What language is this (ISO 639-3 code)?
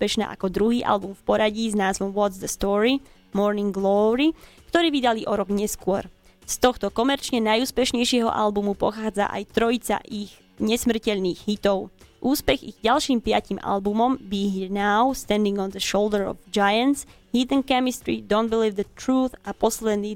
slk